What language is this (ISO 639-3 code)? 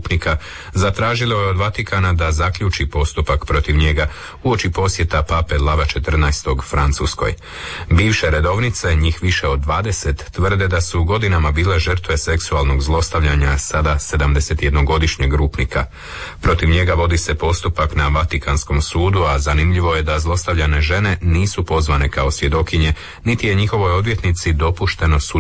hrv